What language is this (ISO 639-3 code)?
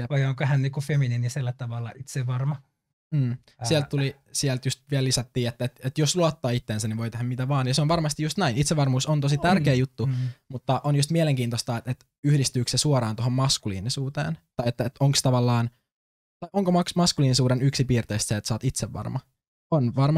fin